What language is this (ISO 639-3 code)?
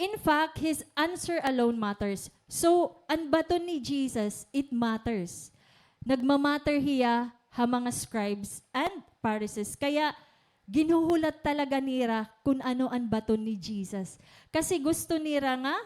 war